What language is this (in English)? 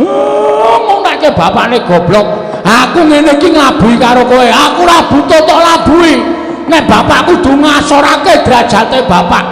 Javanese